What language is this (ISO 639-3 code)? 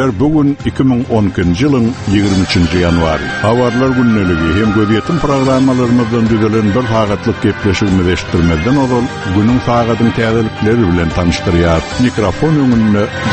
kir